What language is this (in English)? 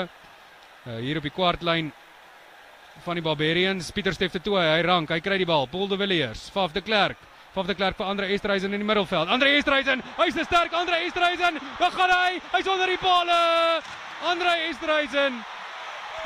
Afrikaans